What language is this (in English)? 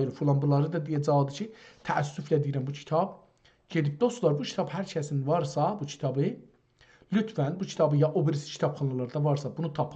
South Azerbaijani